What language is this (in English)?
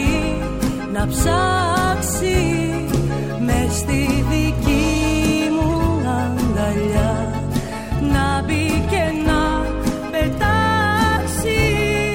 Greek